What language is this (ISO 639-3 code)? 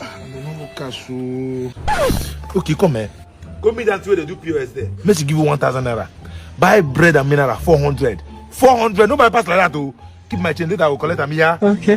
pcm